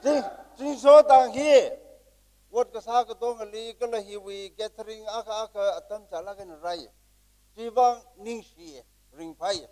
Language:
Tangkhul Naga (India)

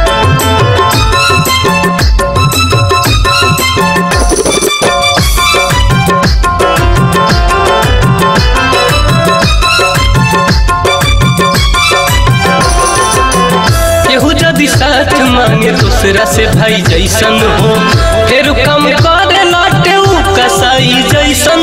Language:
Bhojpuri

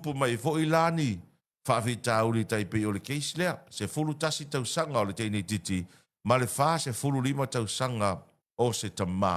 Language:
Samoan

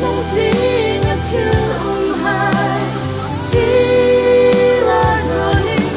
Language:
Hmar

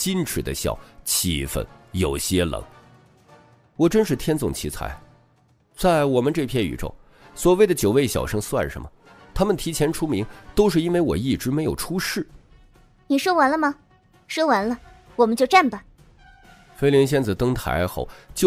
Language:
Chinese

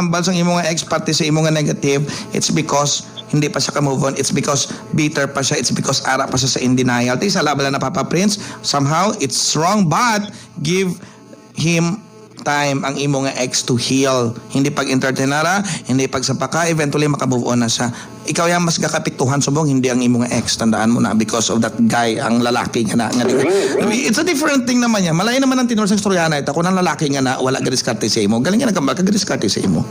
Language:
Hiligaynon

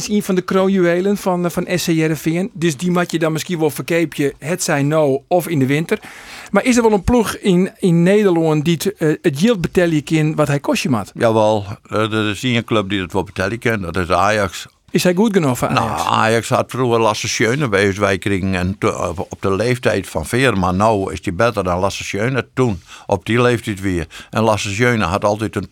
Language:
Western Frisian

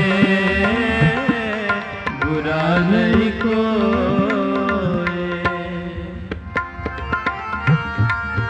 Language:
Punjabi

